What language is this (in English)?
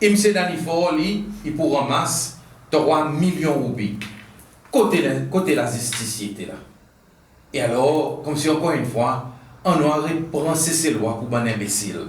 Seselwa Creole French